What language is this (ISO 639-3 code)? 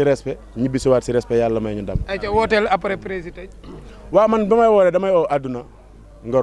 wol